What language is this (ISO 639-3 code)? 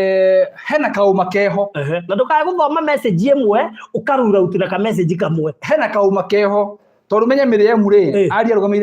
kik